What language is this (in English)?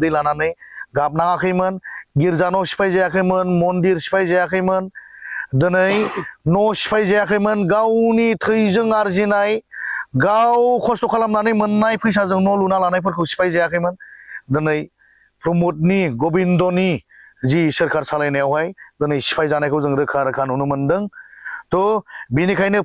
Bodo